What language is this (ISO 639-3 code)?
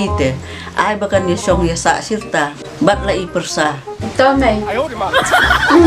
kha